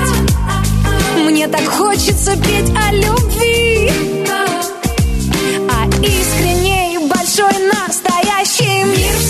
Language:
Russian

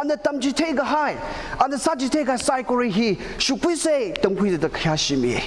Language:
Tangkhul Naga (India)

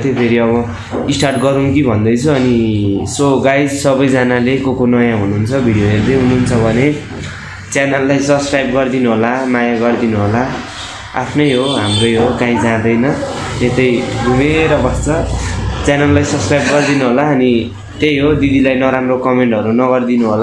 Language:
Nepali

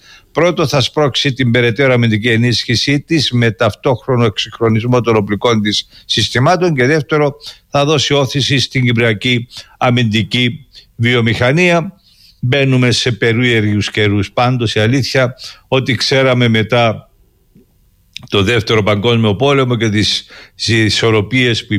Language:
Greek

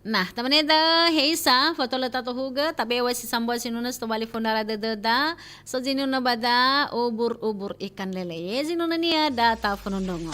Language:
Nias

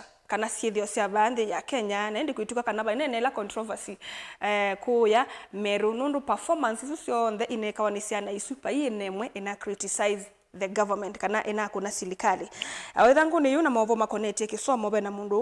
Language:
Kamba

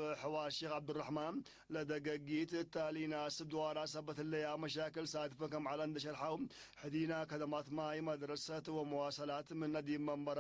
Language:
Tigre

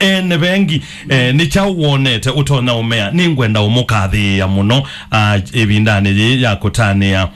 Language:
Kamba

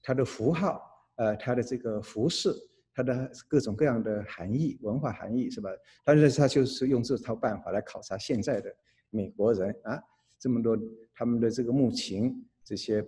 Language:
Chinese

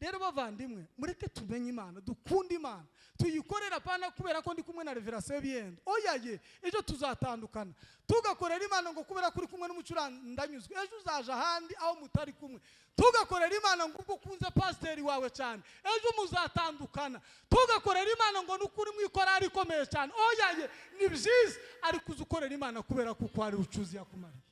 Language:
Kinyarwanda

